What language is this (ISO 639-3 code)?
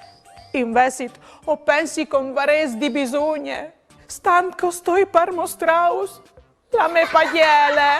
fur